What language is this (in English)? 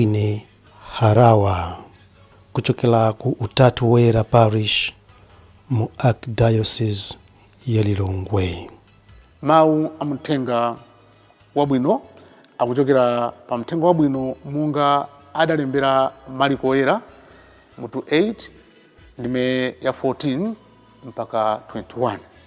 Nyanja